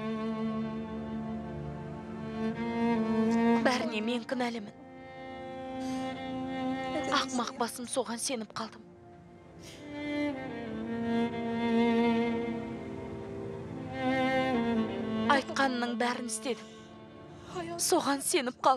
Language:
Kazakh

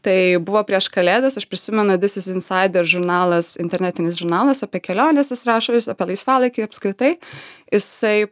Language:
Lithuanian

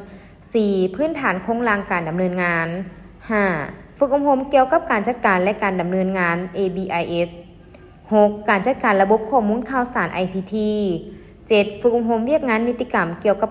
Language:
Lao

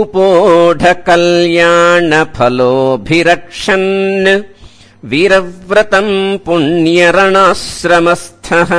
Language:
Sanskrit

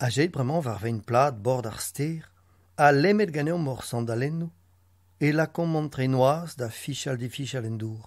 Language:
Breton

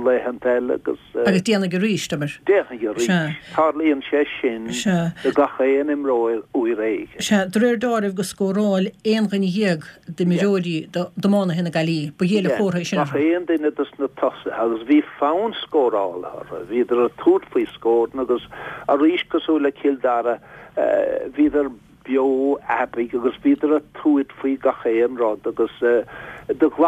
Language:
Irish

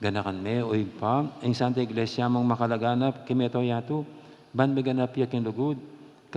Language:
Pampanga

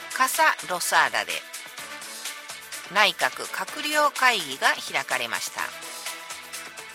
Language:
Japanese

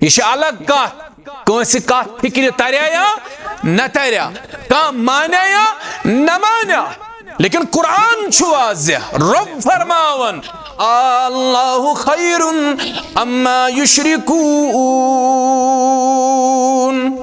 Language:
Kashmiri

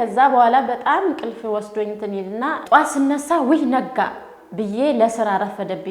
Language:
Amharic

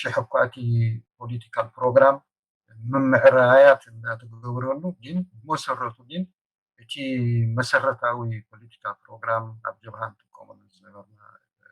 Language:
Tigrinya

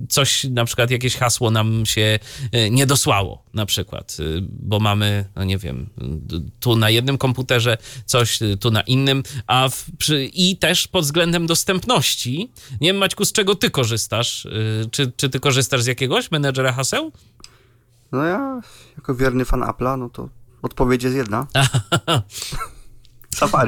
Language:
Polish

